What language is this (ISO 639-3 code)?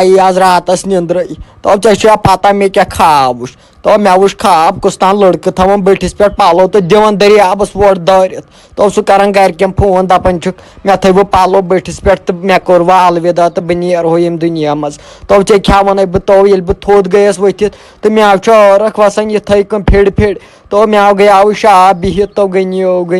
kas